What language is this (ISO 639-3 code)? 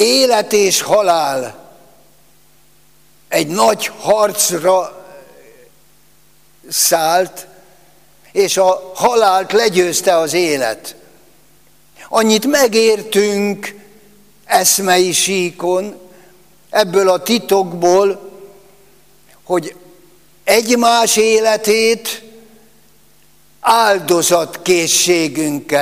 hun